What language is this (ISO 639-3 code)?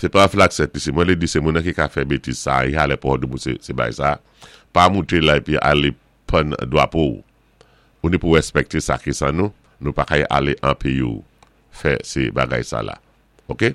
acf